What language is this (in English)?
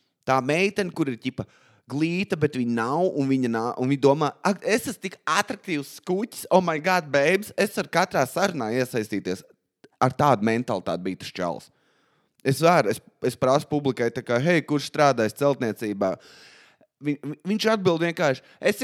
Latvian